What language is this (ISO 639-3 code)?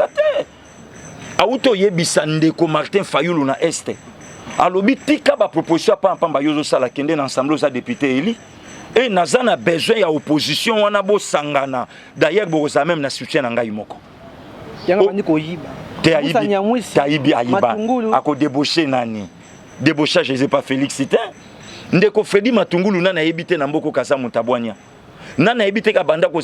lin